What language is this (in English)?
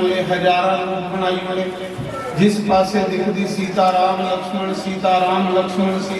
Dogri